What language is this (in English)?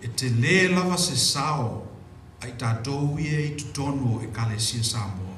Samoan